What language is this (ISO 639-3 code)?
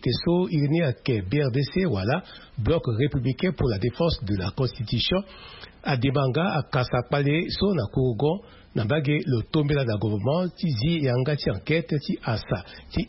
sag